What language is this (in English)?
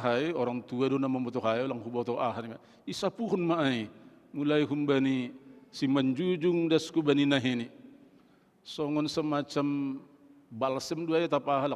Batak Simalungun